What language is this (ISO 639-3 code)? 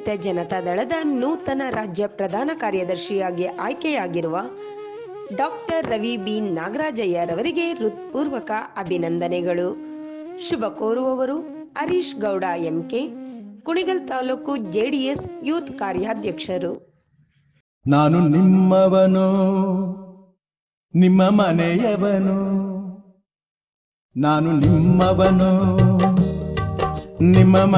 kan